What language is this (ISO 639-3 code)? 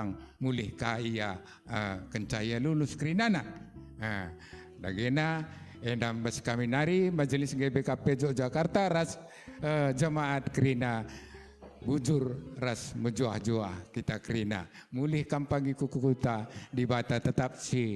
btx